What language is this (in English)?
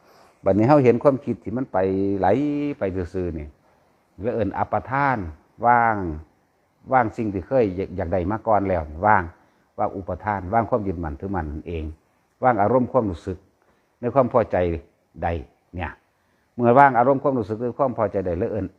Lao